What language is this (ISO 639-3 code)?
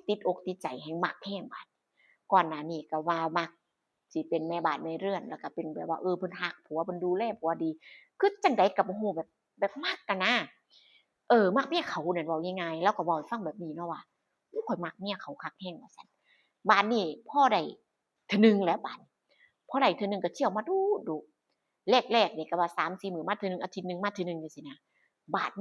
tts